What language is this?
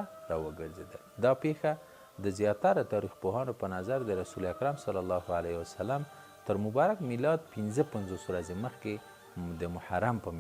Pashto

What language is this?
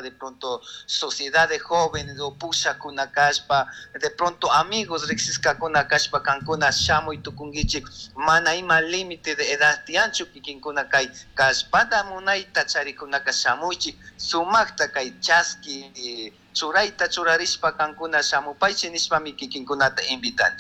Chimborazo Highland Quichua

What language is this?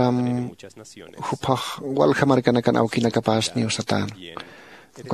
Aymara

